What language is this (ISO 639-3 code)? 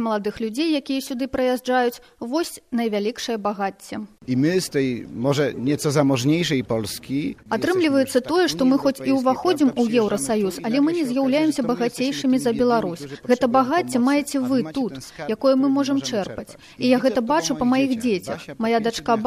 bel